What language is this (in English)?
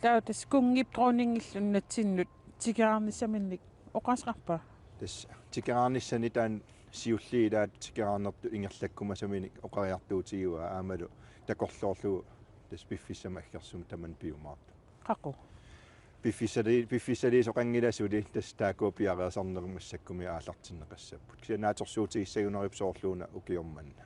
Kalaallisut